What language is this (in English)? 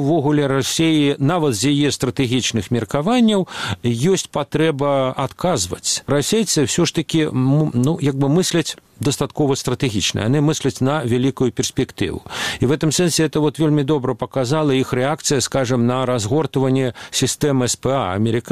Belarusian